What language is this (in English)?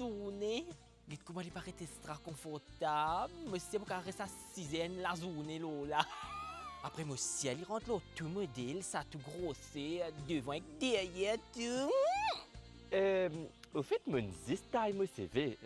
Morisyen